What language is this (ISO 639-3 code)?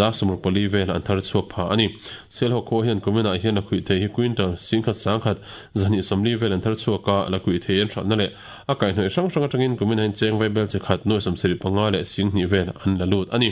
lus